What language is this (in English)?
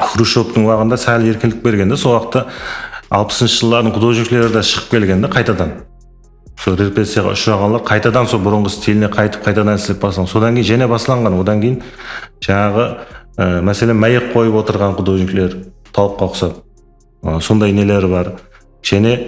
Kara-Kalpak